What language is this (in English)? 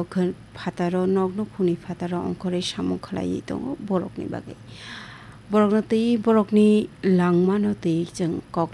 Kok Borok